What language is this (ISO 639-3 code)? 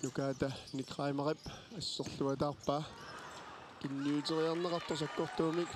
kal